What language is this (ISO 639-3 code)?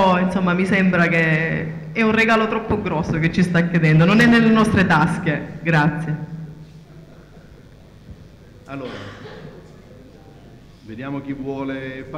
ita